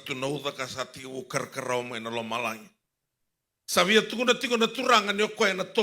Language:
Fijian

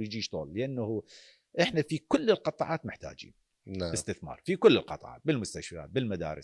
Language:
Mesopotamian Arabic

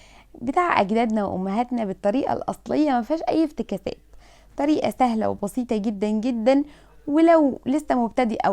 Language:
Egyptian Arabic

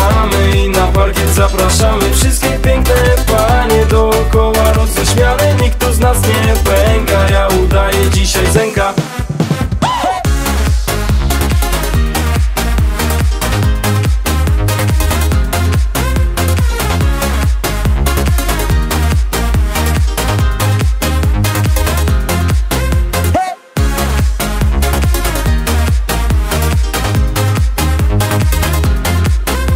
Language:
Polish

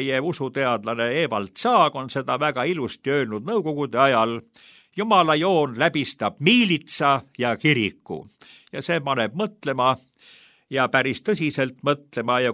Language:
Estonian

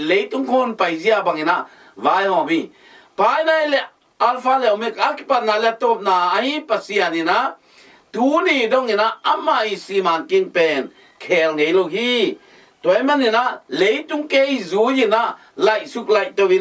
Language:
Tedim Chin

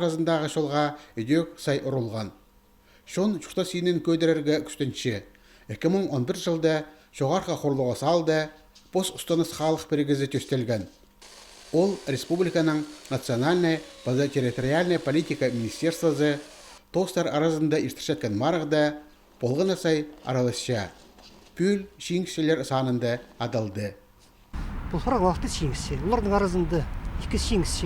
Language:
Khakas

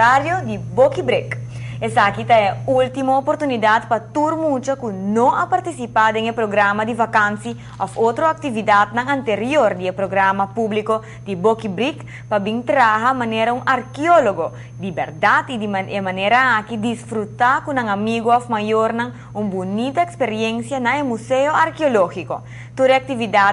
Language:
Papiamento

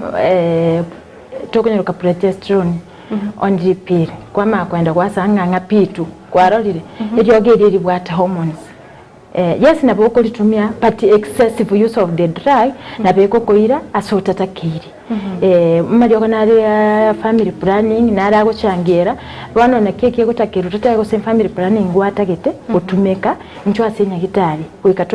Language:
Gusii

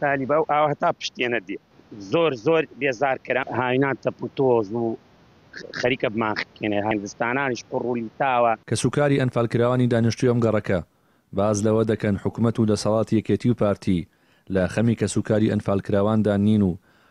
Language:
Central Kurdish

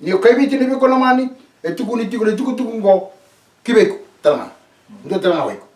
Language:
Fijian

